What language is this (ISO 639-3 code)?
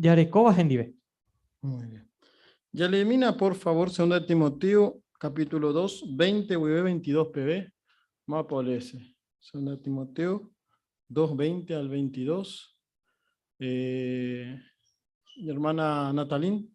grn